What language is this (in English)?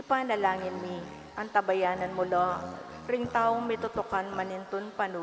Pampanga